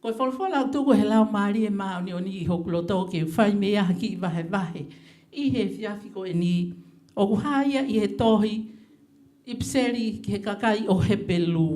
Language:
Tongan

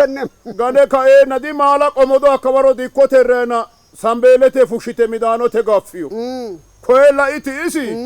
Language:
Sidamo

